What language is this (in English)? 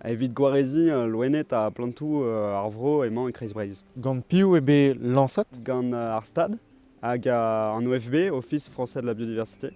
Breton